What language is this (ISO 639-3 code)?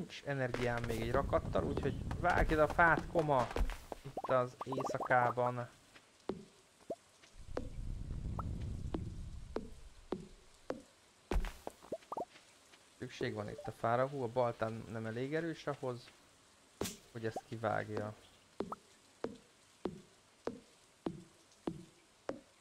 hun